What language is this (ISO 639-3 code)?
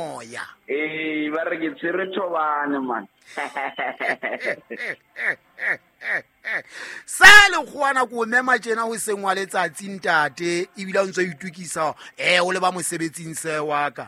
sot